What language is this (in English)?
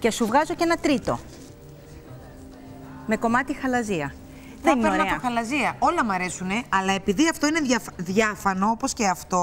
Greek